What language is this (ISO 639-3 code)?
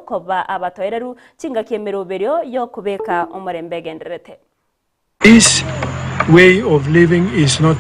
guz